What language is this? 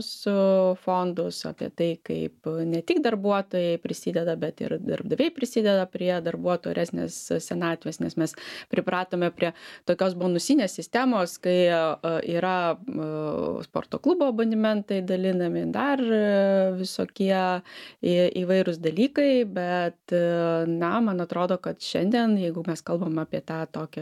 Lithuanian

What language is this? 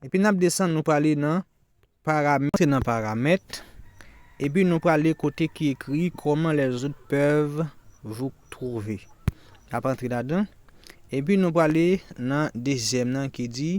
Haitian Creole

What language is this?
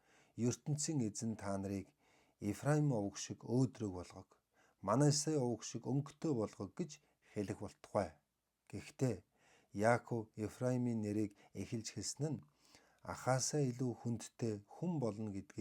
Mongolian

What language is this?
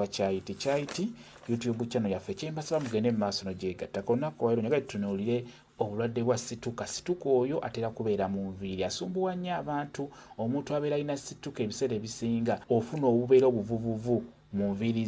Ganda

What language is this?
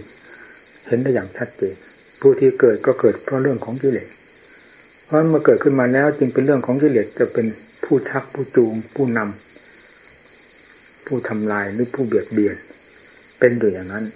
Thai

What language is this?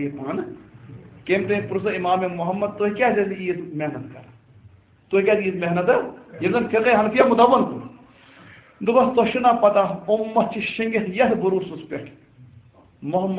Kashmiri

